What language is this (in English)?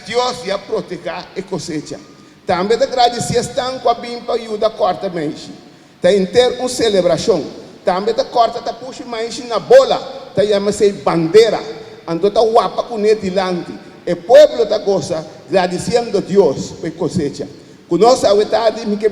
Papiamento